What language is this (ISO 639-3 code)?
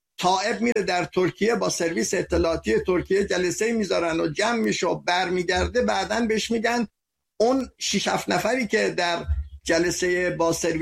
fas